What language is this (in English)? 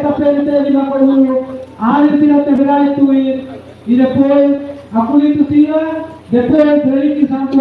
Tetum